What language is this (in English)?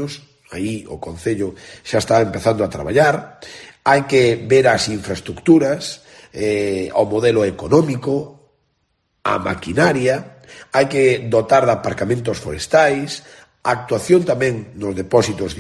Galician